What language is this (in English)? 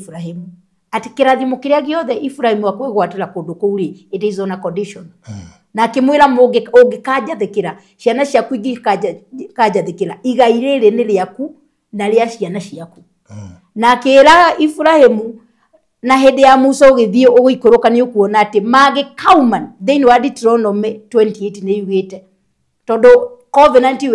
Kikuyu